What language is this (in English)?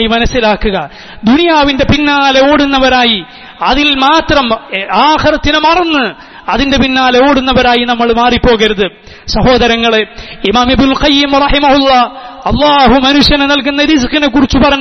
Malayalam